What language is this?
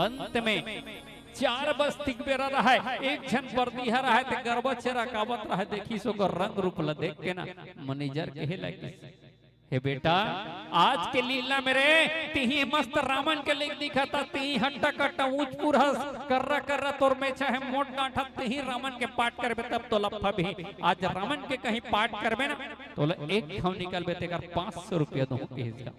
Chhattisgarhi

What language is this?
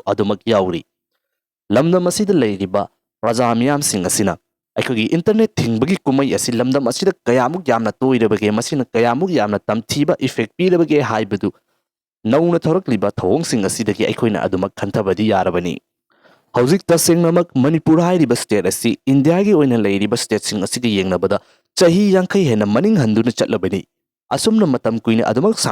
Manipuri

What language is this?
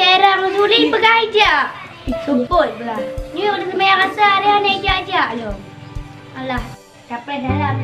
Achinese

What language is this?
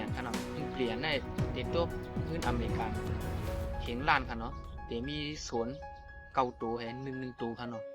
Shan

